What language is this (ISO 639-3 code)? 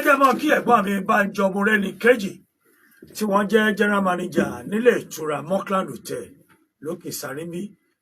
yor